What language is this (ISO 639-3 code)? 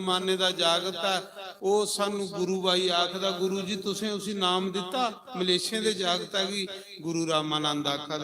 doi